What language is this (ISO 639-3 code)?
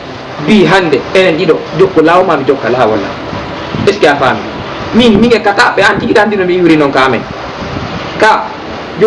ful